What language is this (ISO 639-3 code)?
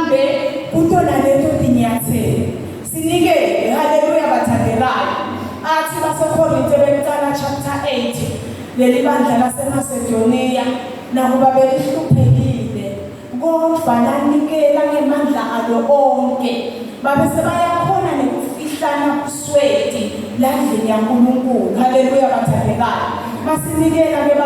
zul